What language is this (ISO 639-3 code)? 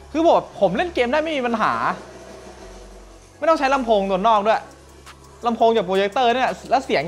tha